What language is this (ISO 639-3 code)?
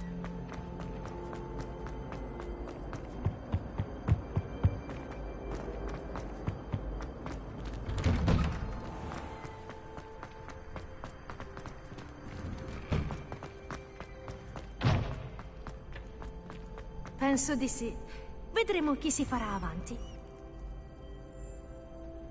ita